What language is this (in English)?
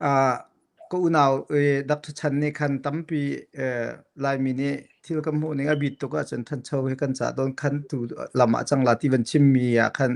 Hakha Chin